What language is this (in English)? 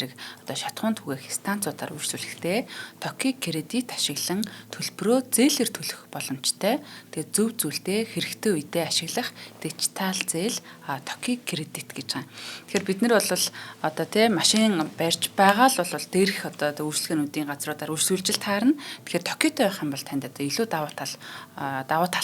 Mongolian